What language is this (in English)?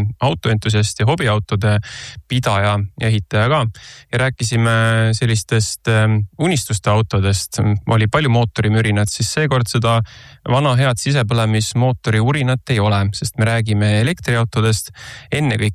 Estonian